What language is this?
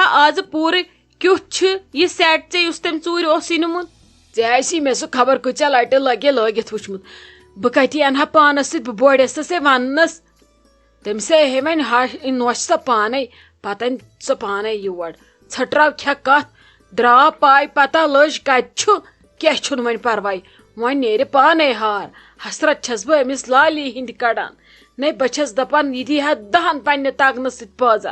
Kashmiri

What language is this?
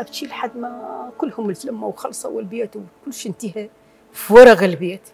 Mesopotamian Arabic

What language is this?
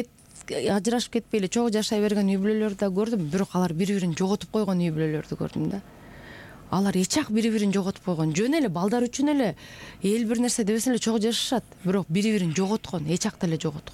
Kyrgyz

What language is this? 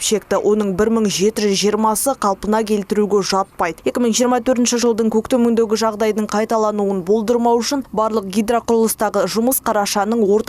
Kazakh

